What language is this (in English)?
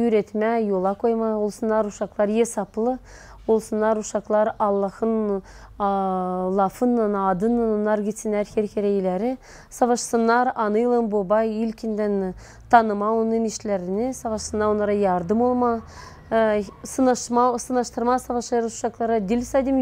Gagauz